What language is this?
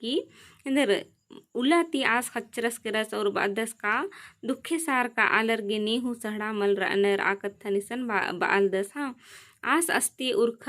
Kurukh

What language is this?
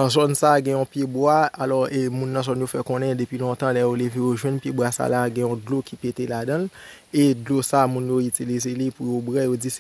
Haitian Creole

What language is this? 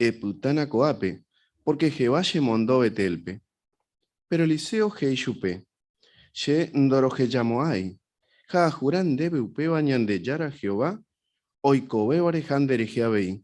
Guarani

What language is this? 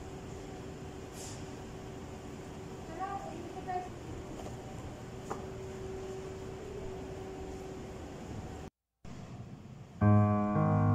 Filipino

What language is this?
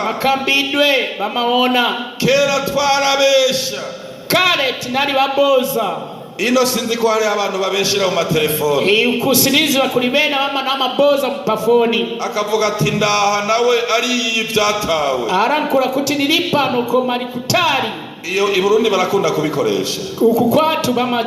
Rundi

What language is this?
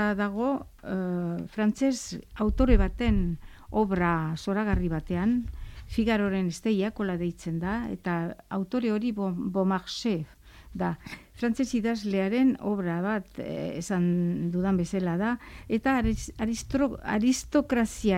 Basque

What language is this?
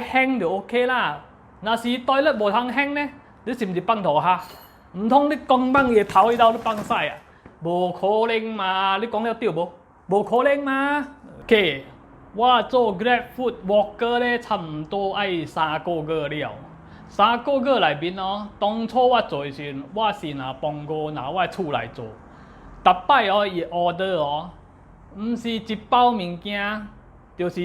Min Nan Chinese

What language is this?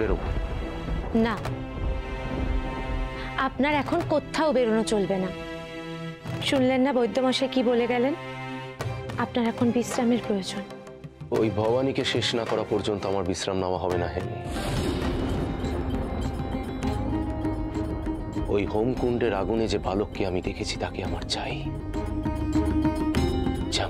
Bangla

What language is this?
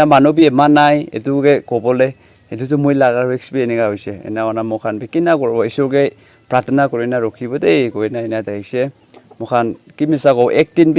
Naga Pidgin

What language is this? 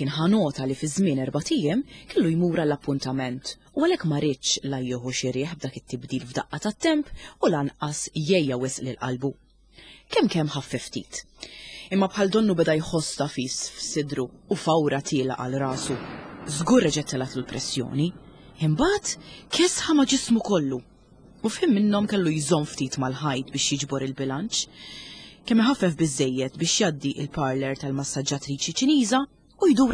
Maltese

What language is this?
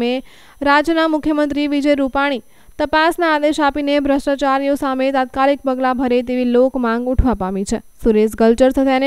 Gujarati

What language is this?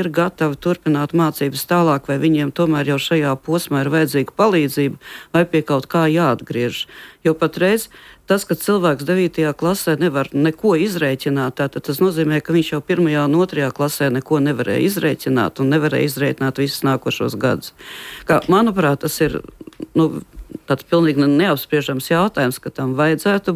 Latvian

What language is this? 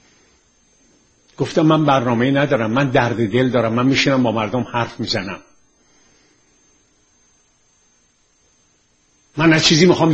Persian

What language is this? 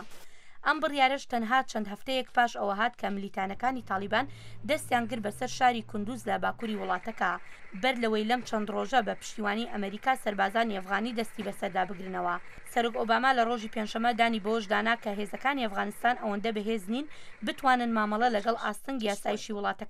Central Kurdish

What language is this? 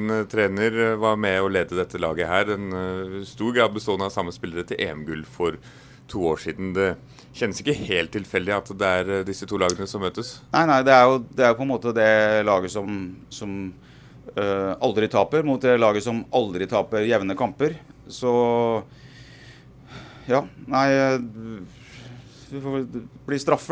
Norwegian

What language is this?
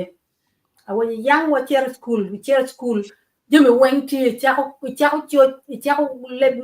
Acoli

